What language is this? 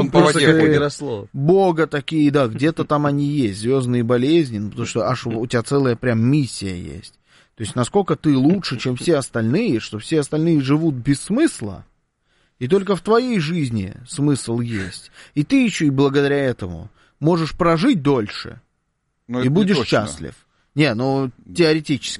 Russian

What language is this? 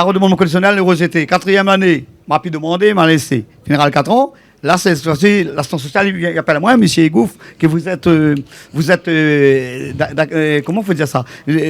Réunion Creole French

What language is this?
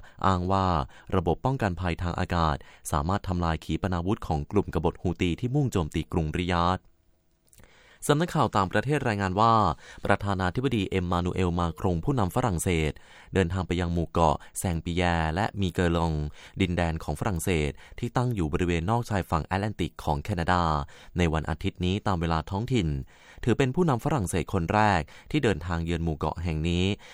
Thai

